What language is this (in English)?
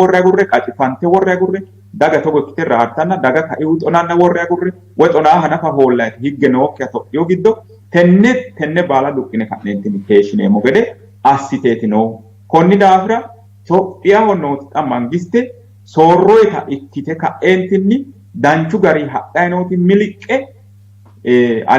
Sidamo